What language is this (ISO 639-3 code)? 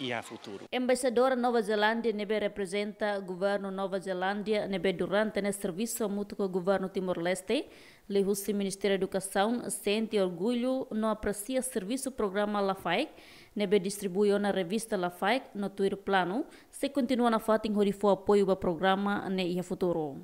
tet